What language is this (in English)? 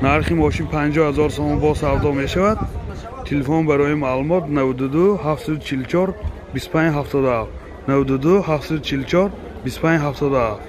Tajik